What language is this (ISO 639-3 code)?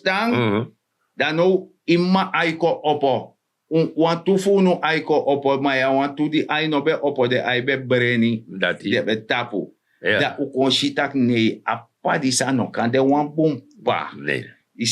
srn